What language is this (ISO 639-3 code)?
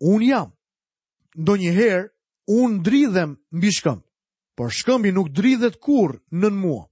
sqi